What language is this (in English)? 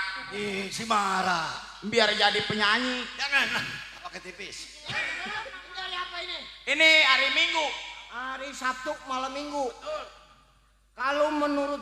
Betawi